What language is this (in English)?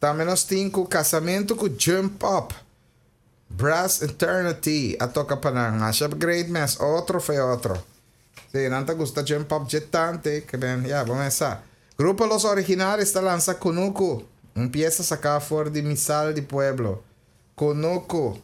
Papiamento